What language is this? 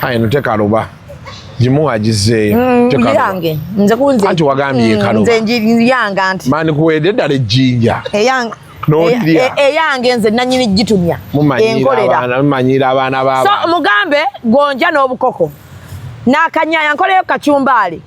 Ganda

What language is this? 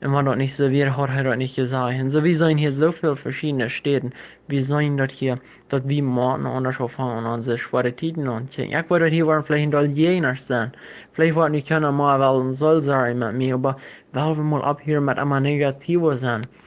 Plautdietsch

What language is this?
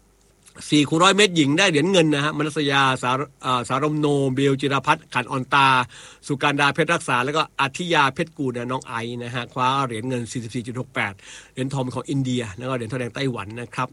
Thai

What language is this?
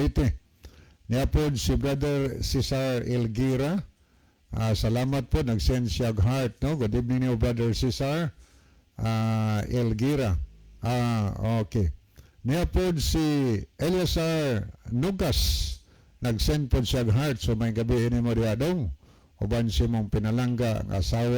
Cebuano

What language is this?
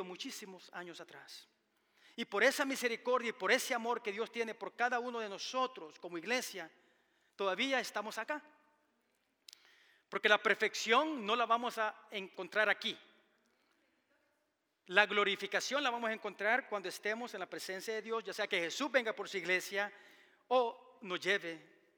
Spanish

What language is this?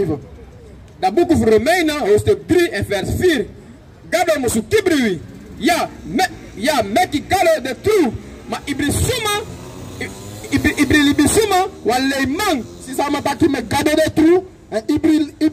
Sranan Tongo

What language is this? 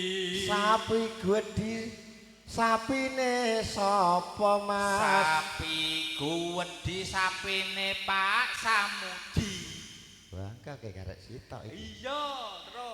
Javanese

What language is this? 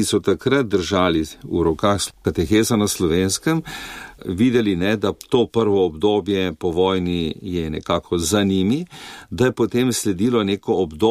Slovenian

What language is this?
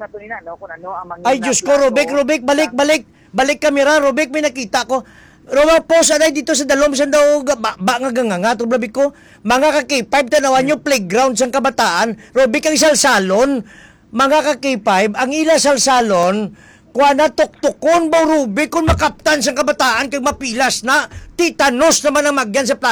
Hiligaynon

